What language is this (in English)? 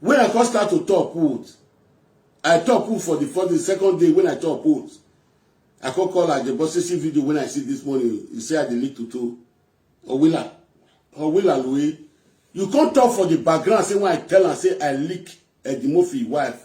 Nigerian Pidgin